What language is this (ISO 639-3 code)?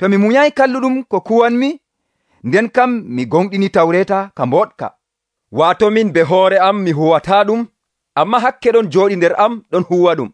fuv